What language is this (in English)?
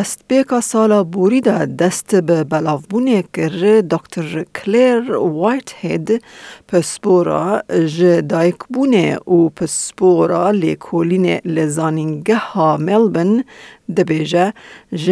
Kurdish